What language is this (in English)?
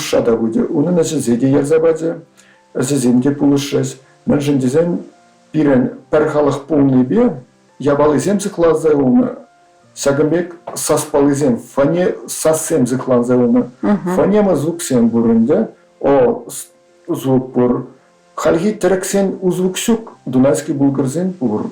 Chuvash